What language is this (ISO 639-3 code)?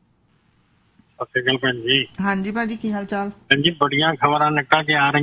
pan